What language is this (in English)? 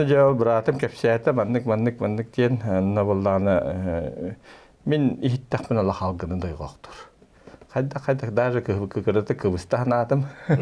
Yakut